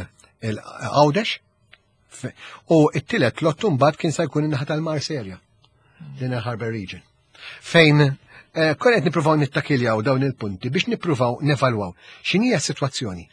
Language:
Maltese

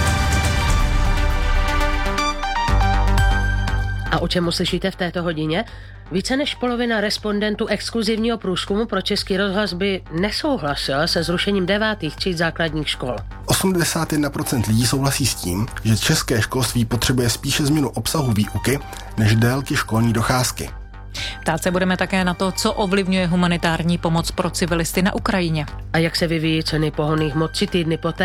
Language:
Czech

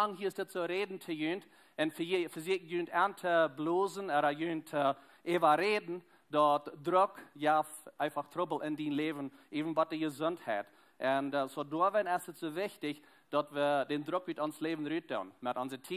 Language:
Plautdietsch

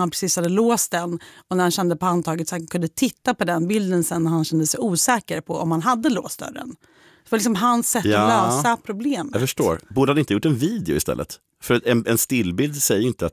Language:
Swedish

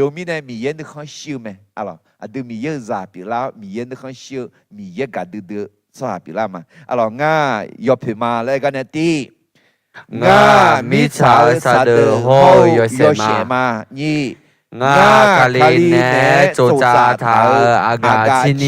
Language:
Akha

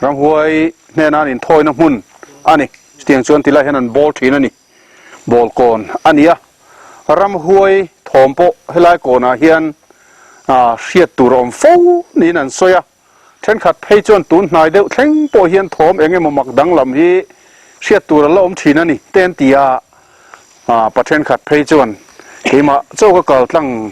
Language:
Mizo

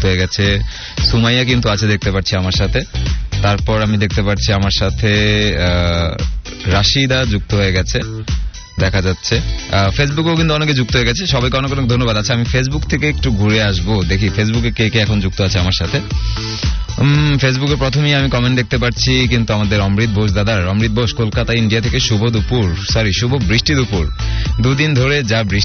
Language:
Bangla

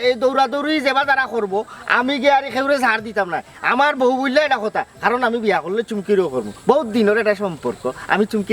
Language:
Sylheti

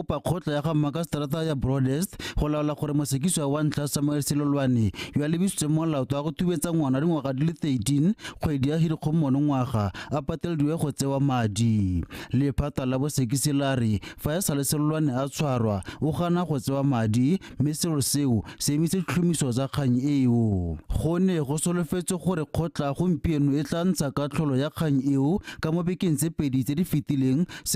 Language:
Tswana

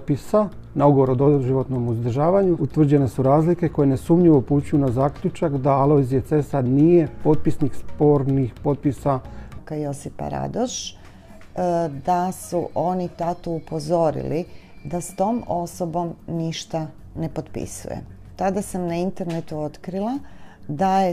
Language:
Croatian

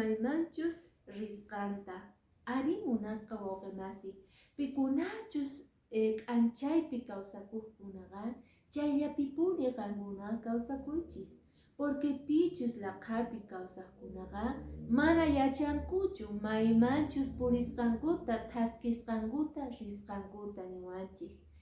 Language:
Quechua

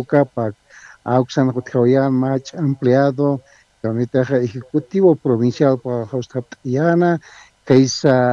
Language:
Aymara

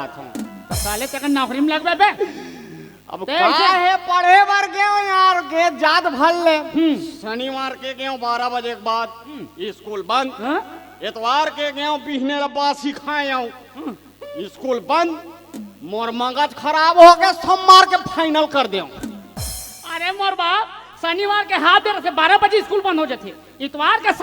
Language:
Chhattisgarhi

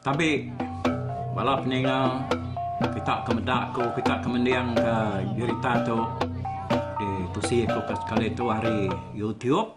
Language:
Iban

